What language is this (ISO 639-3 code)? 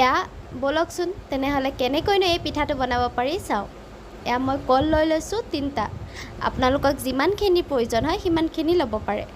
asm